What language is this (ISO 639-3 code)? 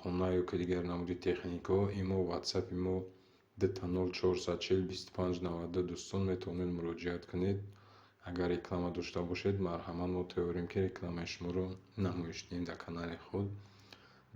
tgk